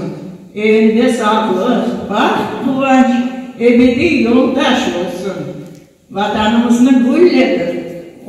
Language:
Crimean Tatar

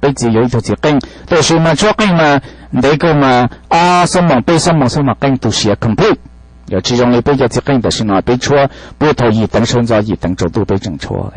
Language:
Hmong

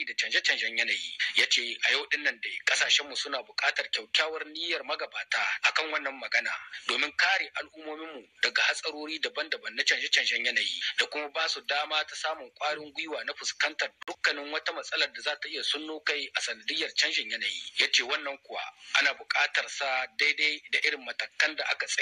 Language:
Hausa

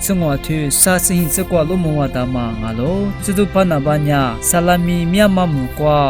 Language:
Lisu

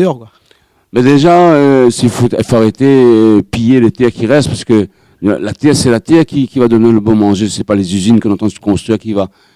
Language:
Réunion Creole French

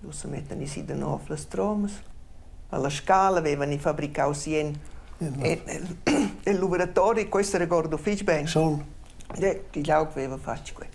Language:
Romansh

